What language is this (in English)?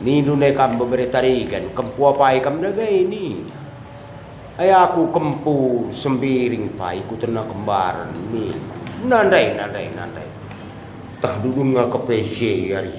Batak Karo